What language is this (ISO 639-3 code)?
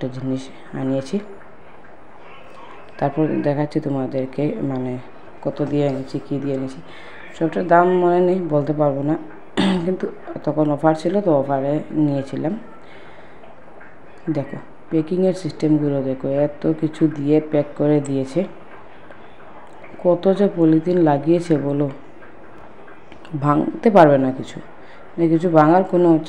ben